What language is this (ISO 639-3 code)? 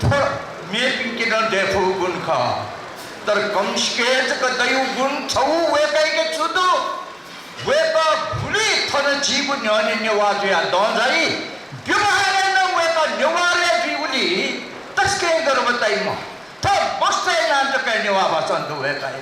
new